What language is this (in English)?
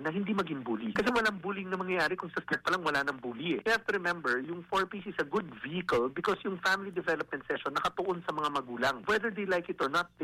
Filipino